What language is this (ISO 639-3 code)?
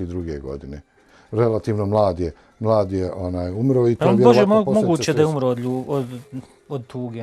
bos